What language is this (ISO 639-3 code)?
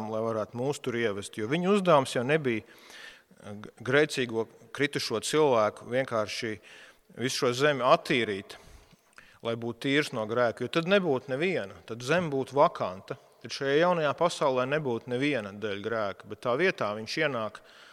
lav